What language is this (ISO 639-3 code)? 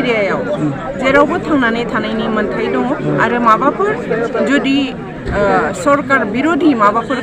brx